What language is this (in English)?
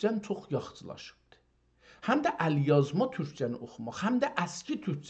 South Azerbaijani